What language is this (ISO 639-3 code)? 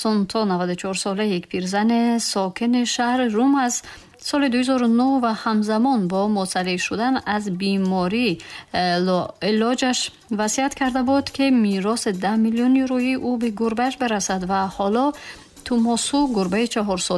tgk